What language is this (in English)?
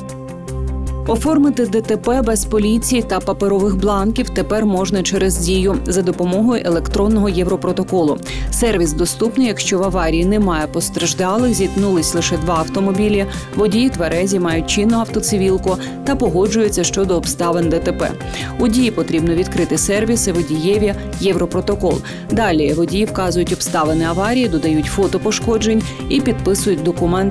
Ukrainian